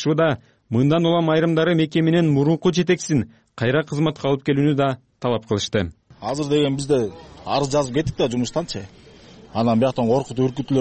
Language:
Kyrgyz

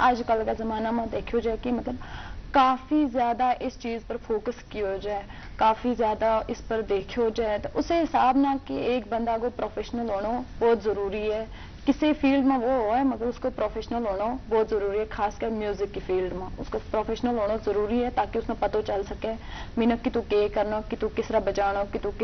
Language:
Gujari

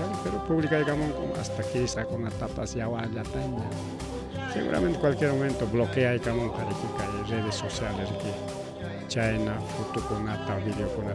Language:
Ayacucho Quechua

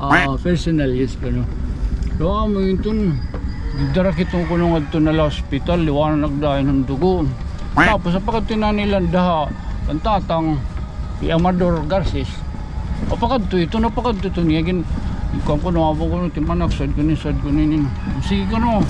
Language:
Waray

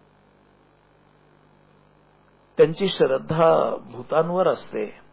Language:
Marathi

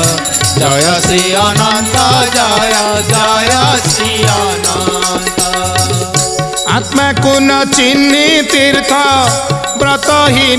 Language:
Odia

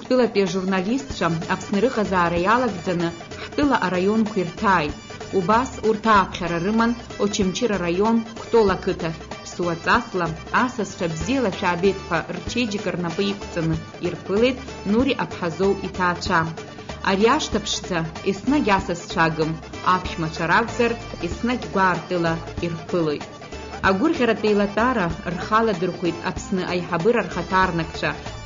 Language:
Abkhazian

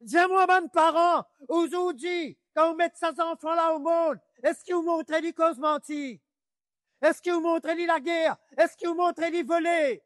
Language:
Morisyen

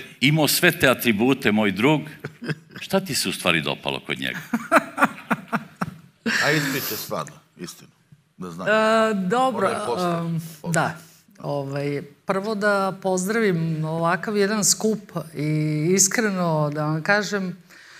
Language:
Serbian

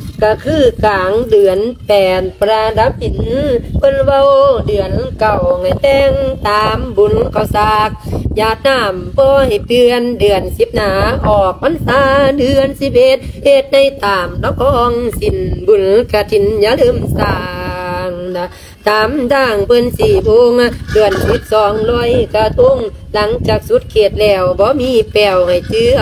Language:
Lao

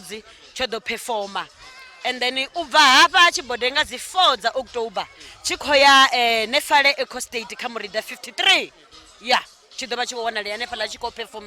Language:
Venda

